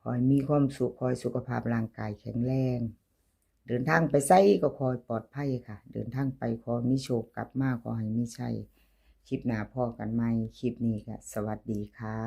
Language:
Northeastern Thai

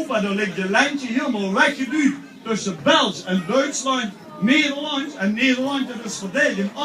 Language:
Limburgish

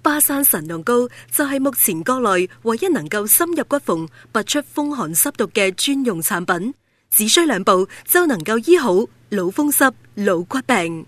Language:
Cantonese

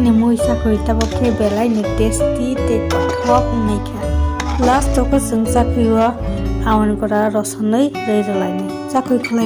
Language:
Kok Borok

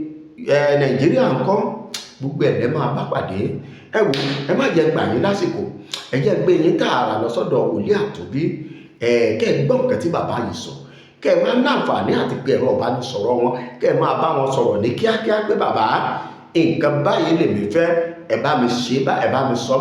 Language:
Yoruba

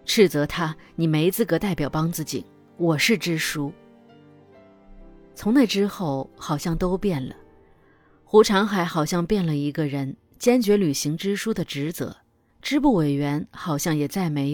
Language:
Chinese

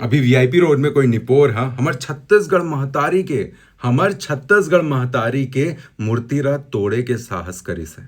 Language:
Chhattisgarhi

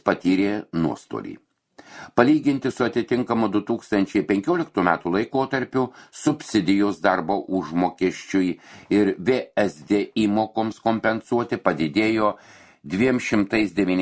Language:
Lithuanian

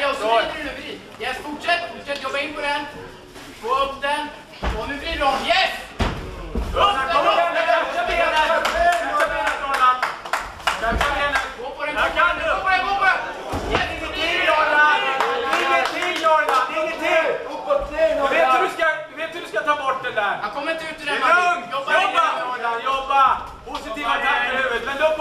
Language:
Swedish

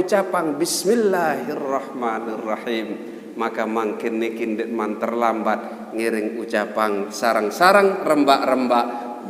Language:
Sasak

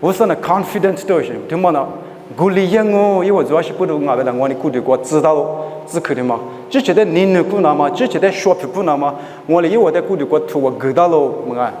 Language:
Lisu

